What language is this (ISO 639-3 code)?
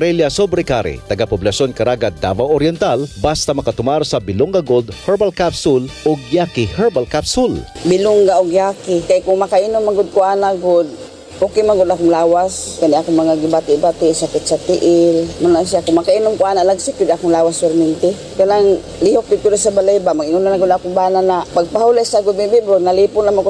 ceb